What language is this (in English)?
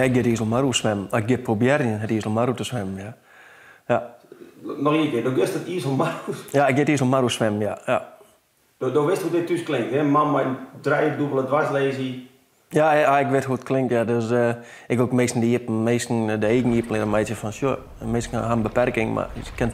Western Frisian